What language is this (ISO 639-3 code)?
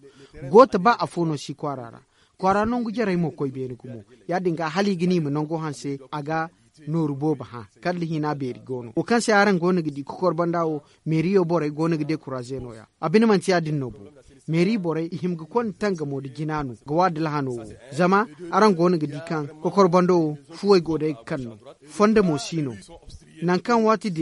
dje